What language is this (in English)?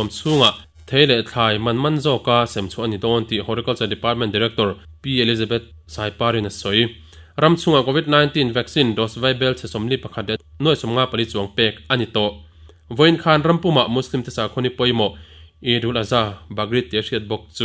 Mizo